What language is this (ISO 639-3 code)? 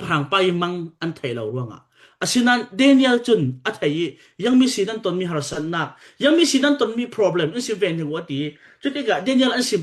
cfm